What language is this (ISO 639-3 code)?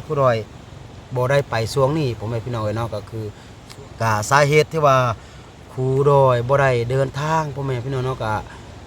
lao